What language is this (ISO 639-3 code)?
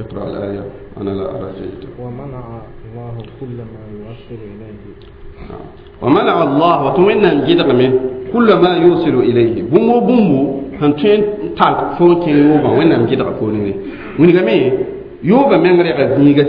mos